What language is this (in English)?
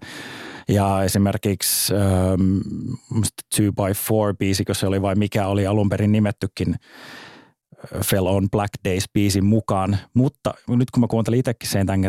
Finnish